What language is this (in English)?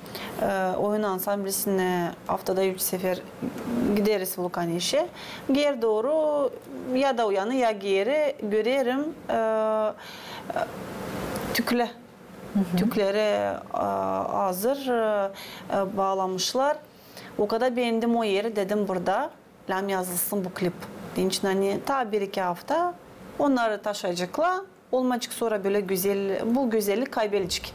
Gagauz